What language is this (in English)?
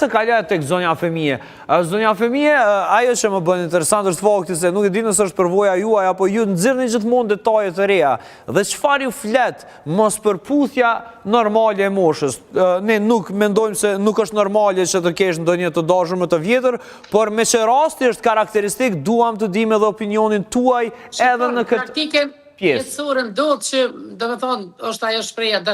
Albanian